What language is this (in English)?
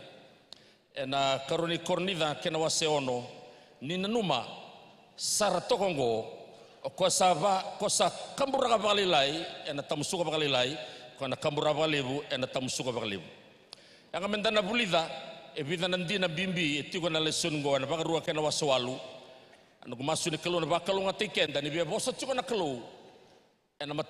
Fijian